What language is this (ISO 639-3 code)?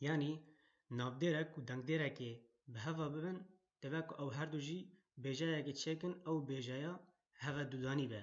kur